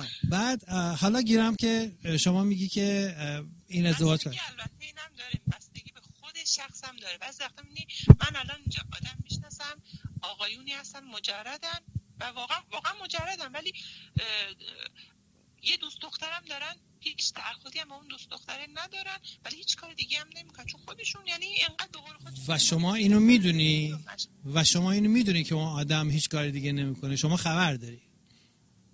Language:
Persian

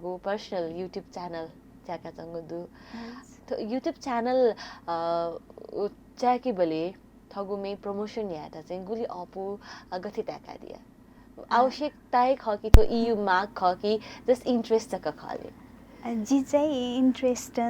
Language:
Newari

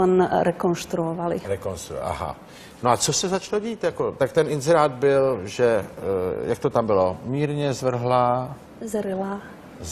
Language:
Czech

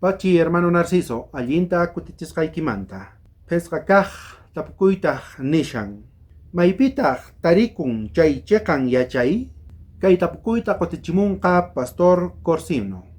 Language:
South Bolivian Quechua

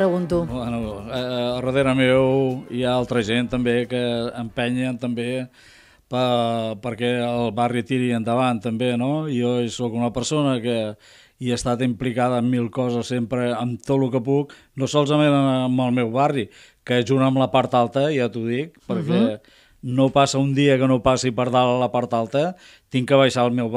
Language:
Catalan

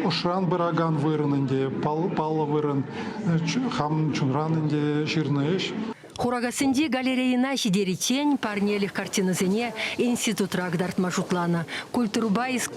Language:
Chuvash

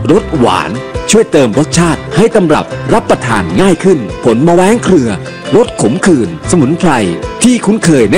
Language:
Thai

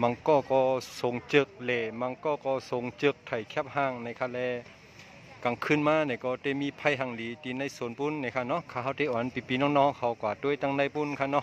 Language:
Shan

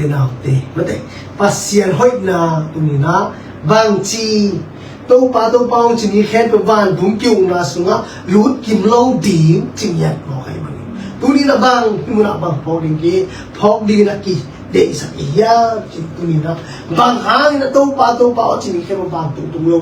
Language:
Tedim Chin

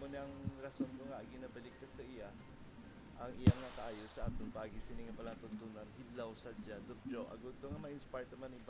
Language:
Hiligaynon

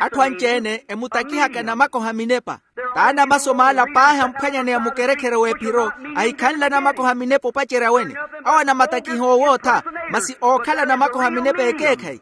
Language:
Makhuwa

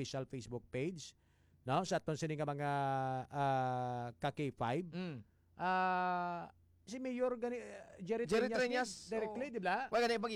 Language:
Hiligaynon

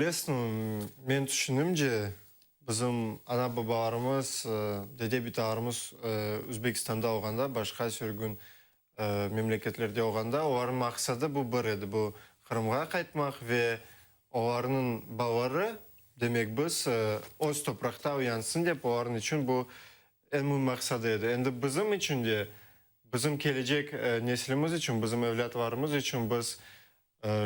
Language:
Crimean Tatar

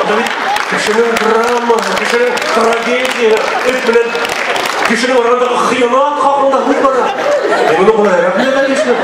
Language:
Bashkir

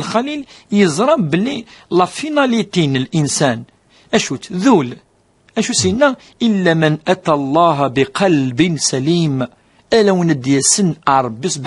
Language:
Kabyle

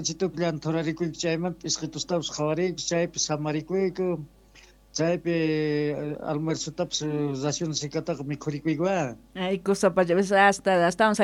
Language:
Quechua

